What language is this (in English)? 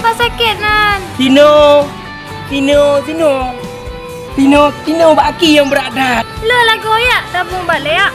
Achinese